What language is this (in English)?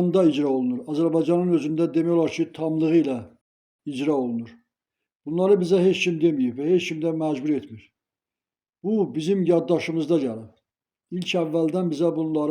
Azerbaijani